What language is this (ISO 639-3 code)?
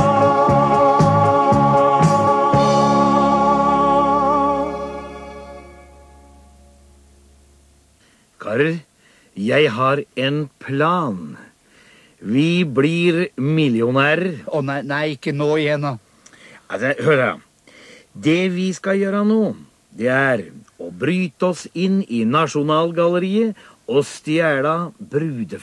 nor